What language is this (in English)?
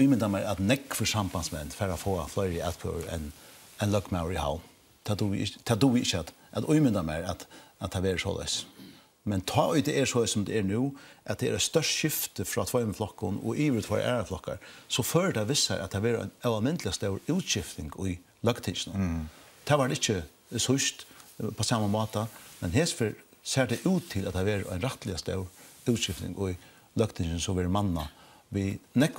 Faroese